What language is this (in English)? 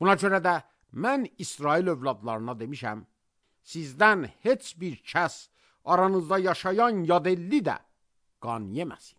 Azerbaijani